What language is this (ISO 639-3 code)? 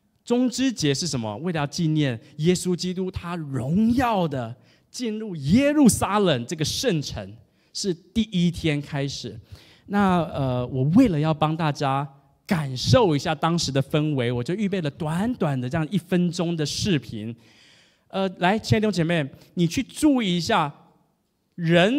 zho